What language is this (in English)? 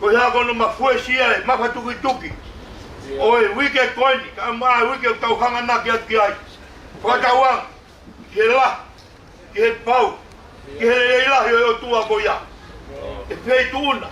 Tongan